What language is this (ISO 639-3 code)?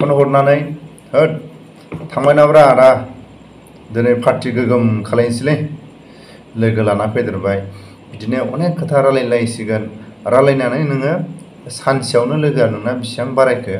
brx